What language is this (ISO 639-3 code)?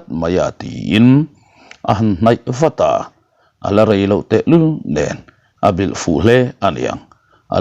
lus